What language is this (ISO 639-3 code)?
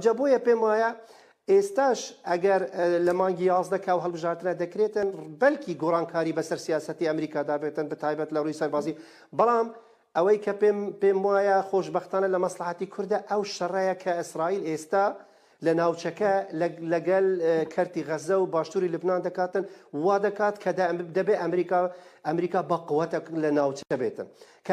ckb